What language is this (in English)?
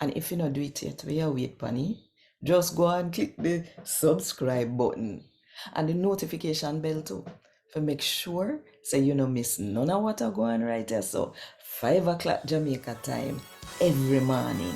Jamaican Creole English